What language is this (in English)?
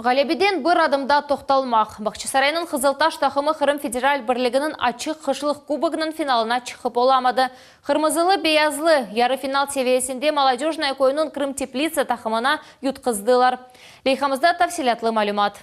Crimean Tatar